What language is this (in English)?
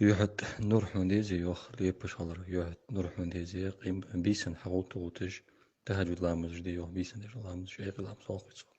Ingush